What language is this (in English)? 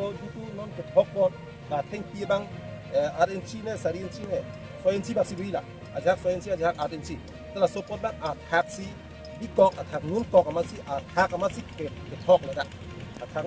Karbi